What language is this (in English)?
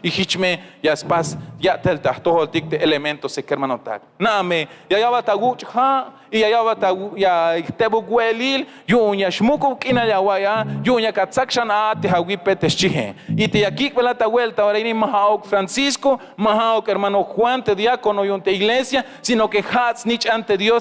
Tzeltal